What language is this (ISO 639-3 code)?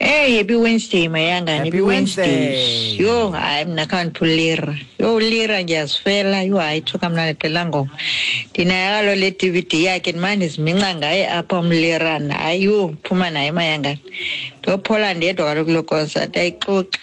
xho